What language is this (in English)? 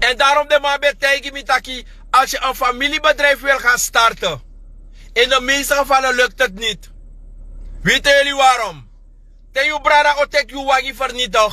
Sranan Tongo